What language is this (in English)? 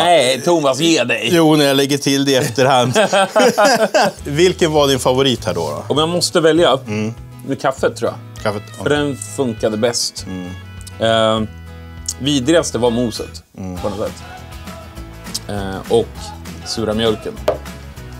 Swedish